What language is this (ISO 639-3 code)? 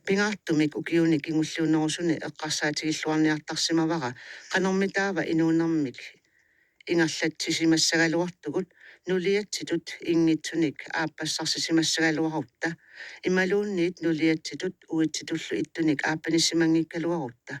kal